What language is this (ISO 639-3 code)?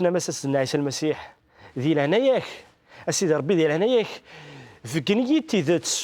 kab